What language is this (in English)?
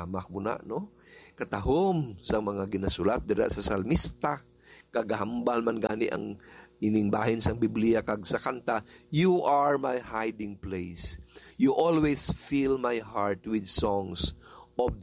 Hiligaynon